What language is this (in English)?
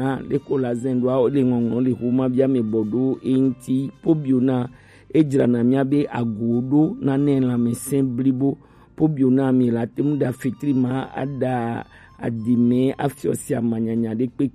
Gen